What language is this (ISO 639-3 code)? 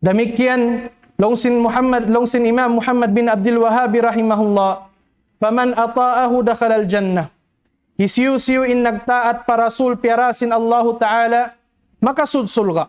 tsg